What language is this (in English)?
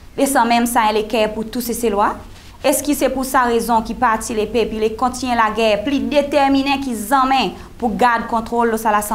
Seselwa Creole French